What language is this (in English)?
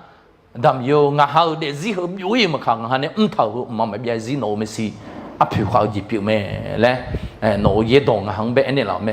Akha